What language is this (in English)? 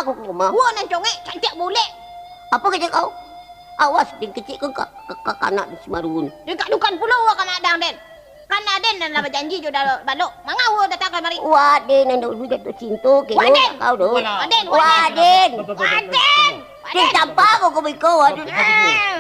Minangkabau